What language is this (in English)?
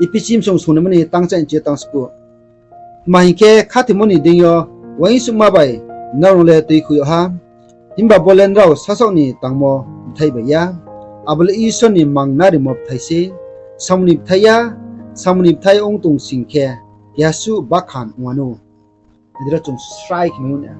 Riang (India)